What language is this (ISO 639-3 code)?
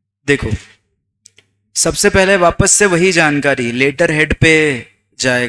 hin